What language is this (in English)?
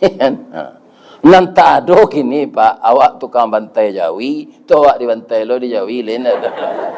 Minangkabau